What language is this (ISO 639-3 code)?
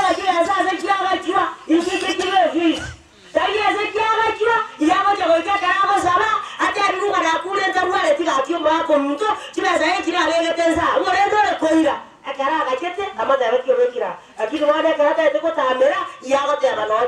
guz